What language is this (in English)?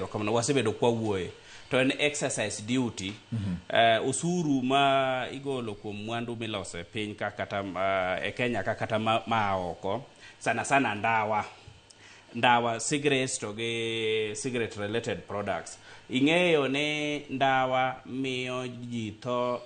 Luo (Kenya and Tanzania)